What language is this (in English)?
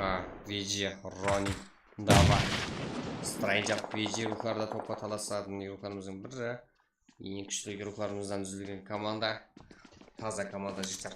Kara-Kalpak